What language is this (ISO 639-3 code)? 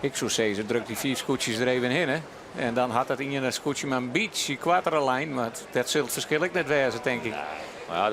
fry